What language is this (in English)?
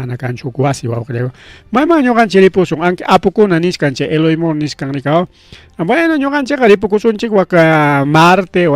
Ayacucho Quechua